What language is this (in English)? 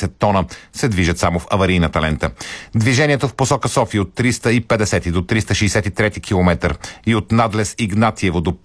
Bulgarian